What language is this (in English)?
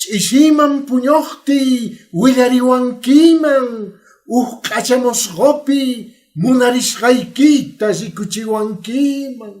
Quechua